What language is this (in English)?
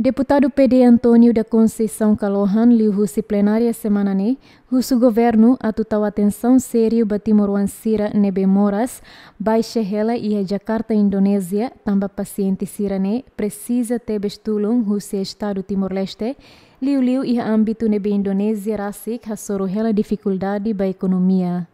Tetum